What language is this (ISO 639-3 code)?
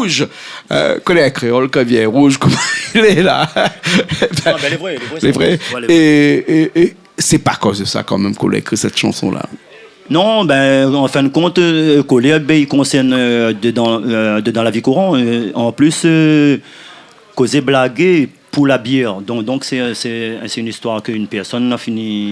rcf